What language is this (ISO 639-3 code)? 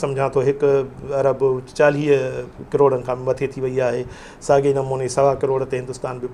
snd